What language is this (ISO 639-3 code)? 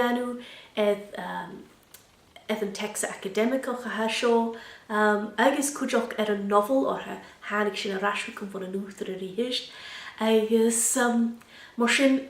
gla